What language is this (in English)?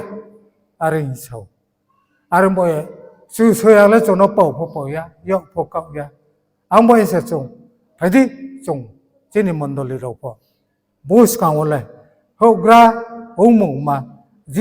Riang (India)